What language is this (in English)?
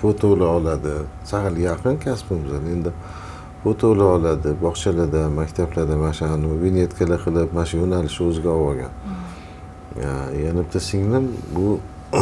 Uzbek